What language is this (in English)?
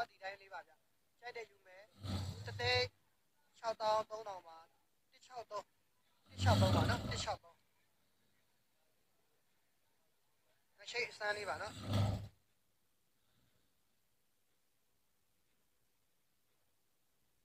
Burmese